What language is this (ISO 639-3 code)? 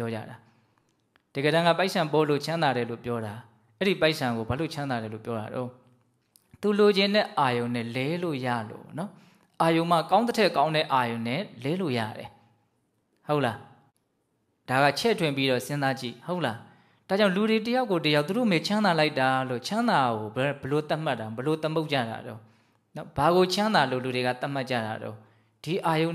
mya